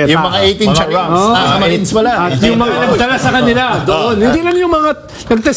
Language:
Filipino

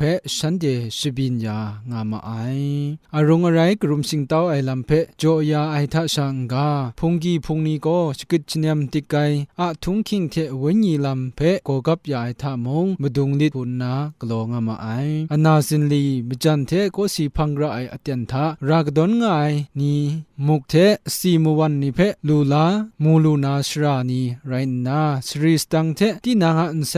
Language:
Kachin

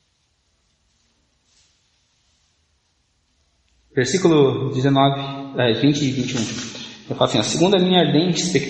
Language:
Portuguese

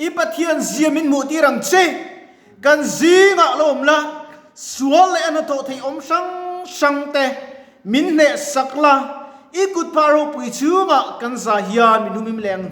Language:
Mizo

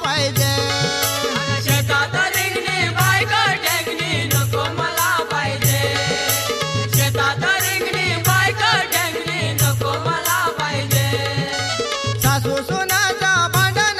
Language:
Marathi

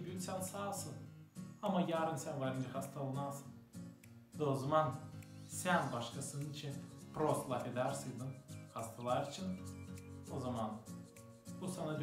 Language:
Gagauz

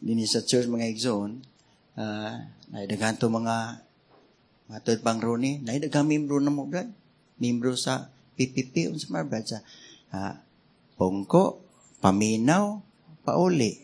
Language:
Cebuano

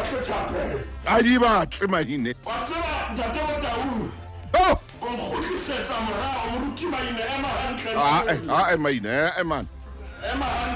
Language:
Southern Sotho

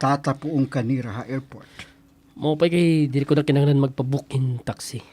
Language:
Waray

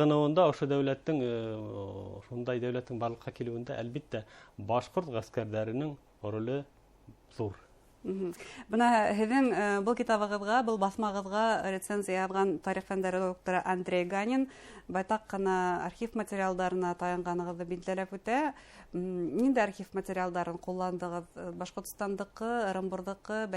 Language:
Bashkir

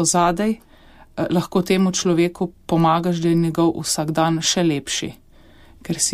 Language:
Slovenian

